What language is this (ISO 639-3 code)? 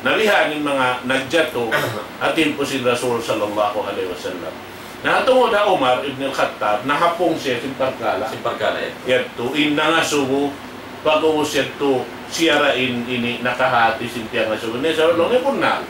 tsg